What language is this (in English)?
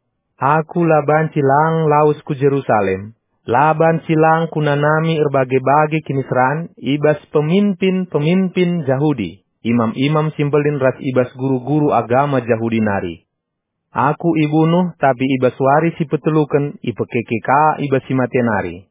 Batak Karo